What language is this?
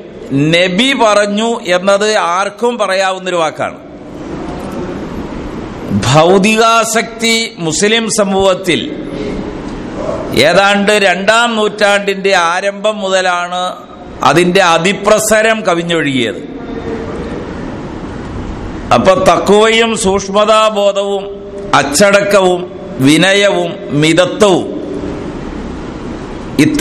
Malayalam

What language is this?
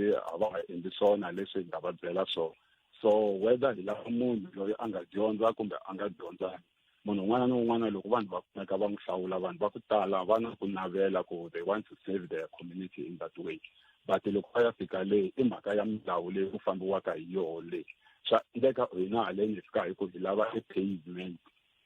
Tsonga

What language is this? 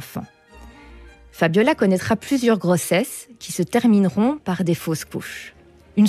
French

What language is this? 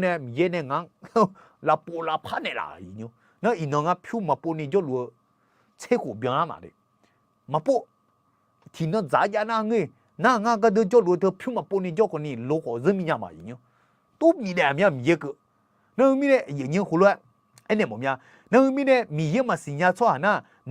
Akha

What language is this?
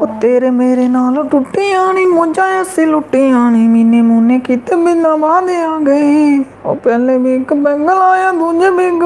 Dogri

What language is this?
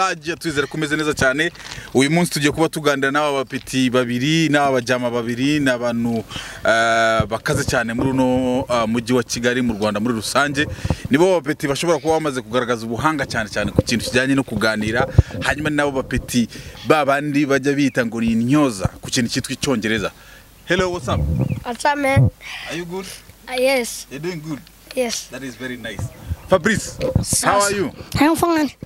Kinyarwanda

